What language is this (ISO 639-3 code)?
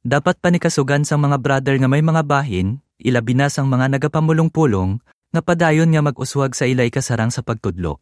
hil